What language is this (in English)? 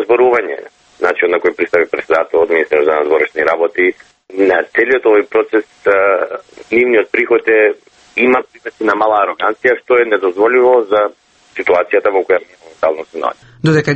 Macedonian